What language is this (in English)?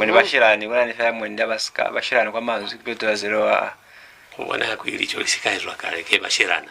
Lozi